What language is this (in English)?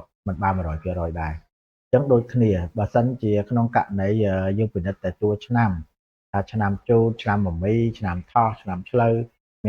Khmer